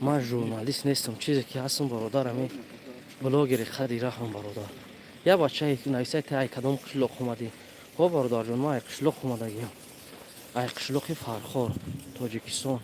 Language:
Tajik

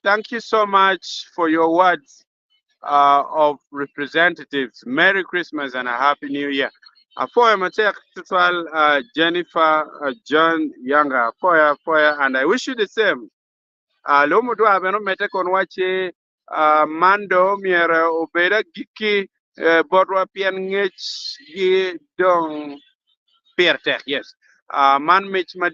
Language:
Acoli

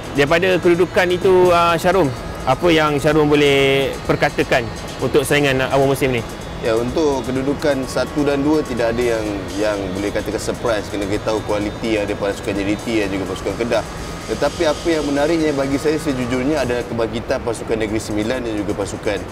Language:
Malay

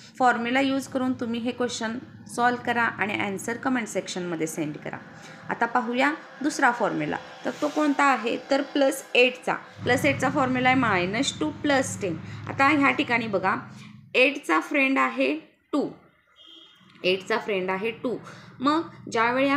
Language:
Marathi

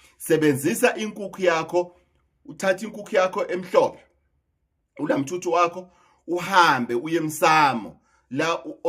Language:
Zulu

